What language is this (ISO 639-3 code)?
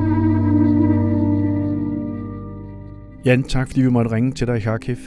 dan